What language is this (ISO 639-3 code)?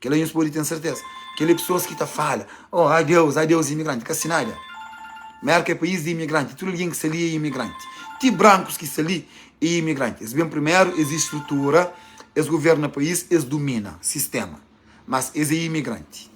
kea